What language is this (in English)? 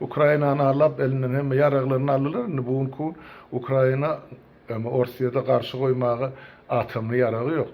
Turkmen